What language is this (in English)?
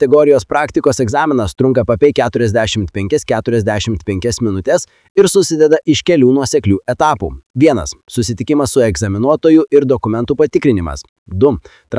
Lithuanian